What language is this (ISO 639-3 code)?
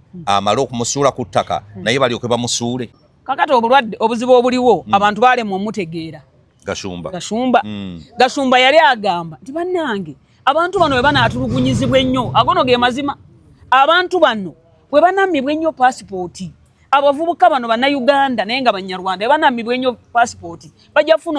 lug